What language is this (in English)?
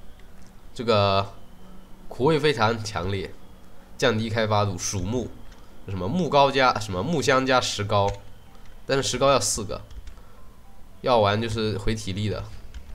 Chinese